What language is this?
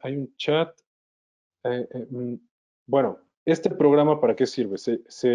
Spanish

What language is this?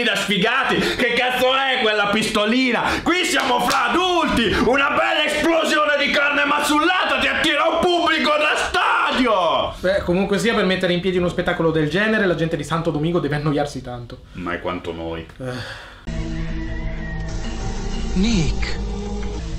Italian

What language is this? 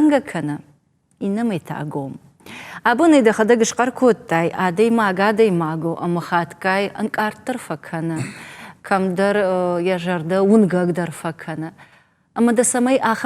Ossetic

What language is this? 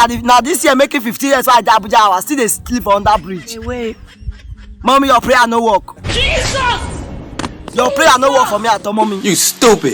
Nigerian Pidgin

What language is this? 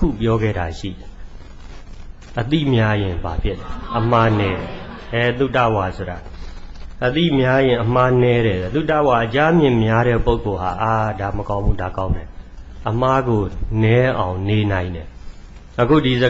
Burmese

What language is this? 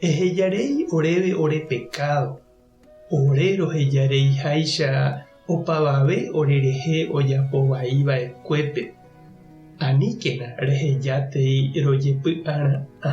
Guarani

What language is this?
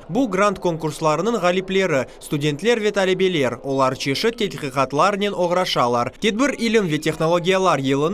Crimean Tatar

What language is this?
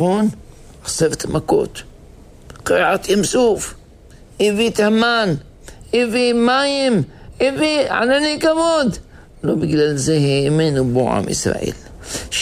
Hebrew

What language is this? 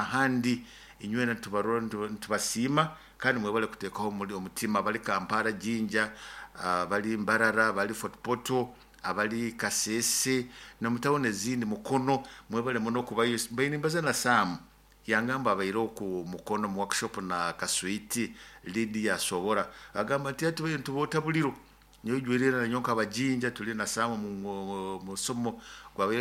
Nyoro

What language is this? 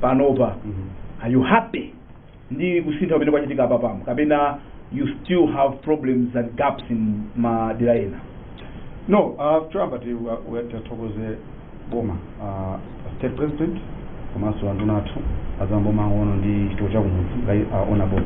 Nyanja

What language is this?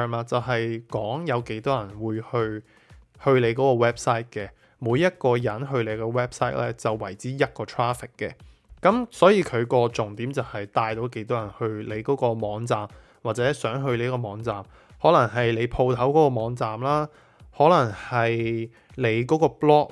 Cantonese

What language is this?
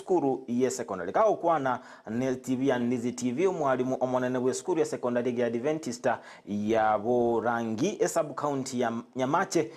Gusii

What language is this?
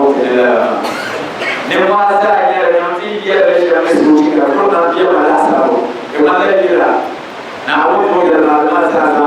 Dagbani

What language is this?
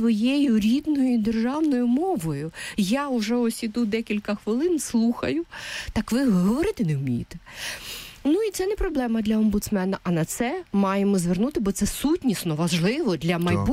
Ukrainian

